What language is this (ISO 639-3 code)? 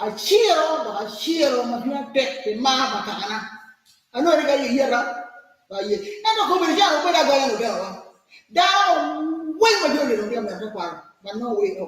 ach